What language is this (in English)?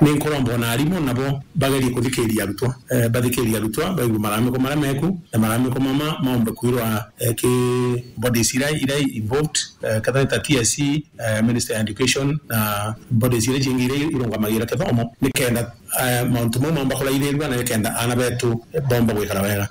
Meru